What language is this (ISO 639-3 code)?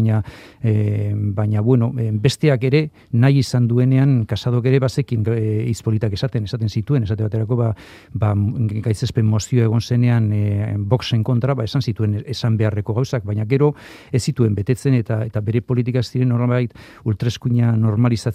eus